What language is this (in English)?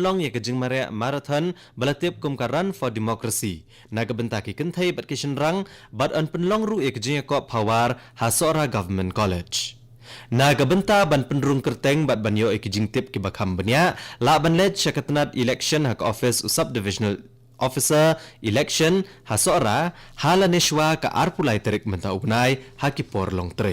Khasi